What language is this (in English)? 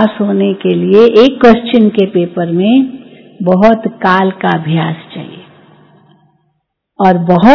Hindi